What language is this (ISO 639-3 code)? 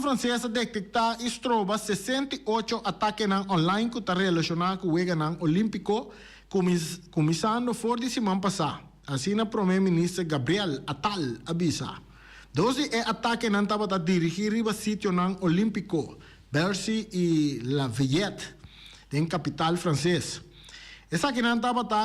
pap